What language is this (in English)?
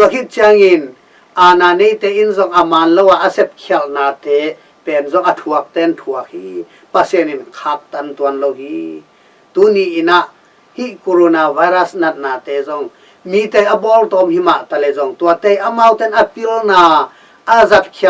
Tedim Chin